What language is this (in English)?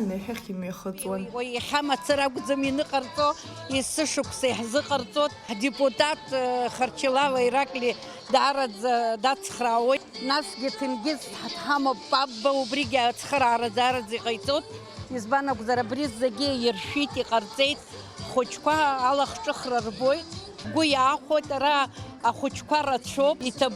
Abkhazian